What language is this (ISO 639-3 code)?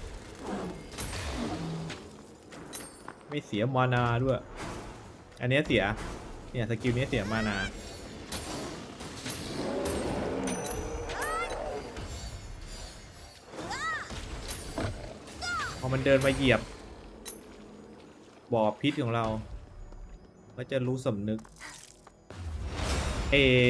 tha